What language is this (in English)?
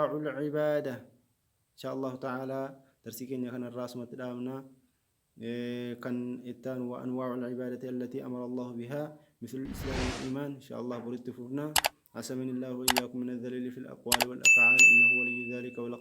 Arabic